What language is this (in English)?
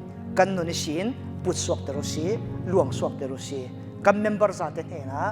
Falam Chin